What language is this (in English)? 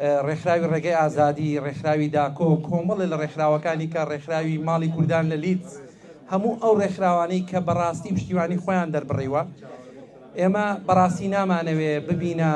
Central Kurdish